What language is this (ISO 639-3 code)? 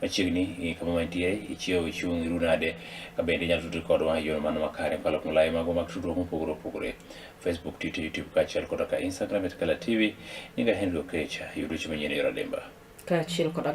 luo